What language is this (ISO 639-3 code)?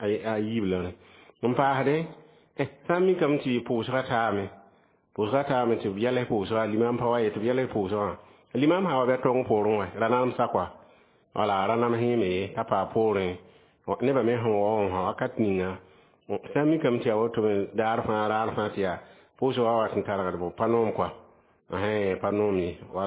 mos